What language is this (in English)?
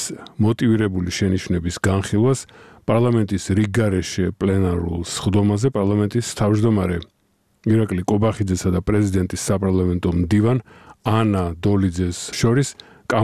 Georgian